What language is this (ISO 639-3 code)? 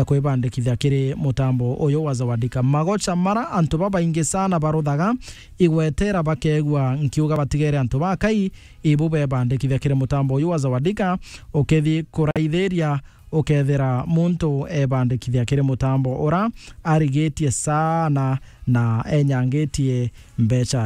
mer